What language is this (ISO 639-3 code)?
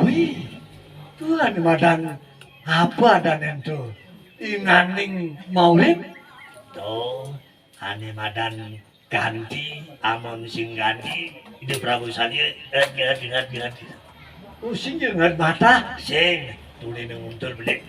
ban